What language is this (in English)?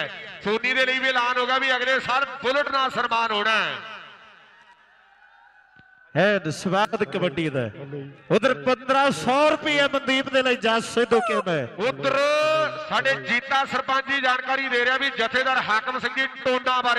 Punjabi